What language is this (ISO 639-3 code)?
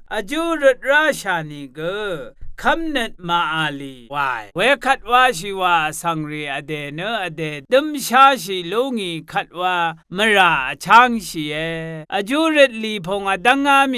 raw